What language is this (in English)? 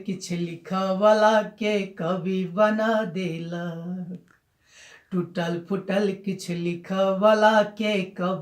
Maithili